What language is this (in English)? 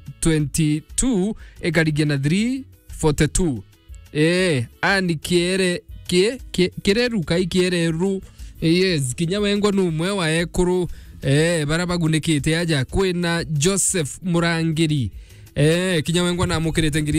Meru